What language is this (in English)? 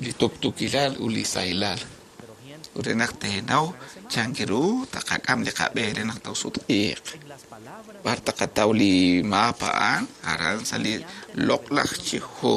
Kekchí